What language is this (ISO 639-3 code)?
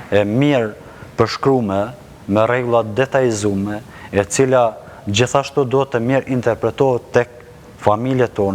sqi